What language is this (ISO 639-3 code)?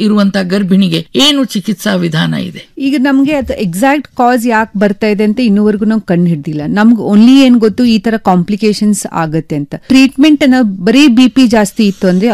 kan